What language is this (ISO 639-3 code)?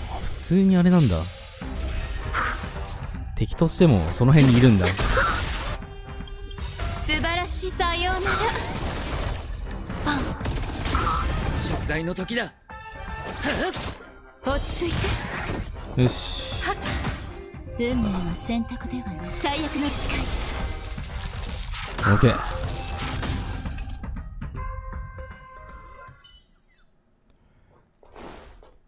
jpn